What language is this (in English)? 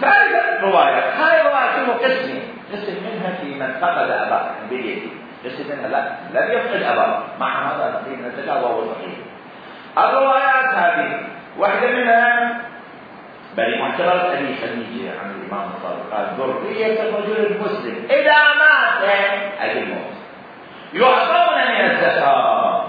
Mesopotamian Arabic